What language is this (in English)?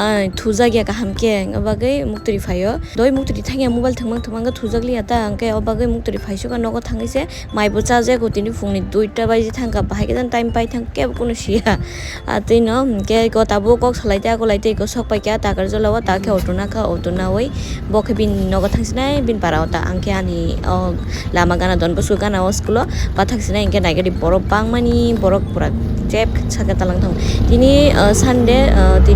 Kok Borok